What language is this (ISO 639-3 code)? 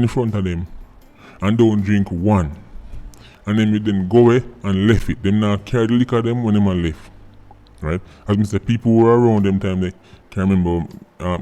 jam